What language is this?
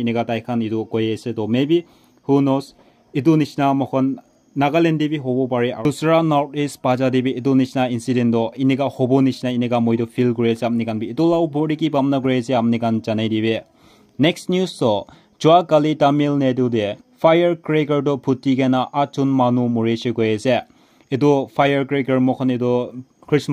Naga Pidgin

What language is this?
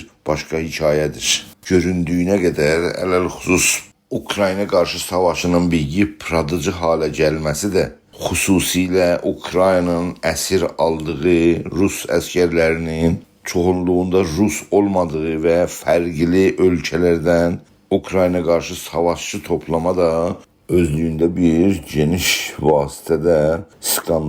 South Azerbaijani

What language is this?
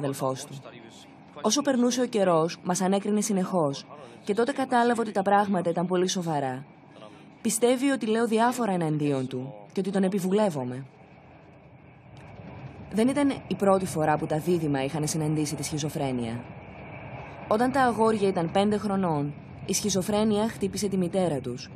Greek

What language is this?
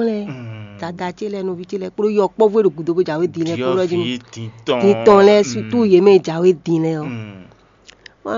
Fon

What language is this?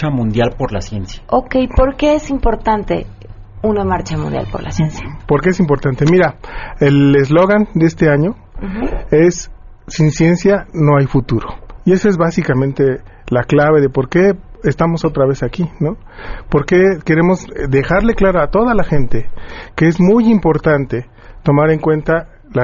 Spanish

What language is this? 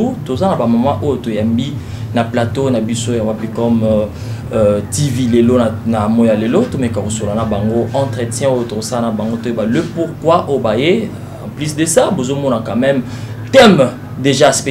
Lingala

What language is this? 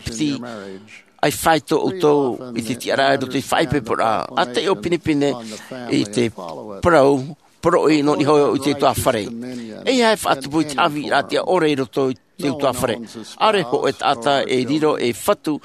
Tahitian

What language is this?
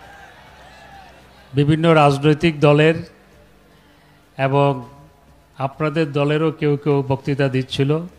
Bangla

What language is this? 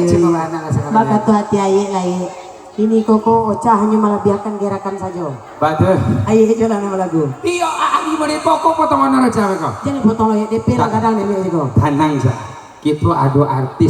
Minangkabau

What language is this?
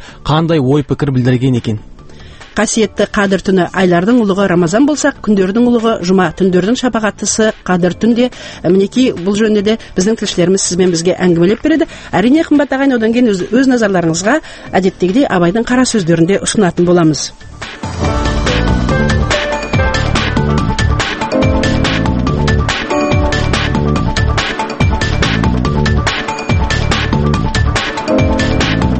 Kazakh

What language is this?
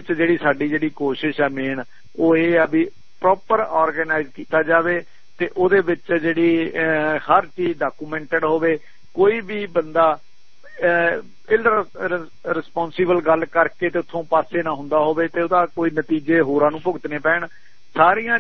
Punjabi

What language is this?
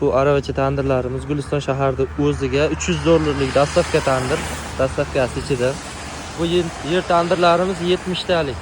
Uzbek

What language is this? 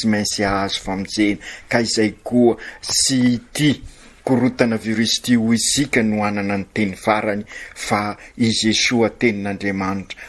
Malagasy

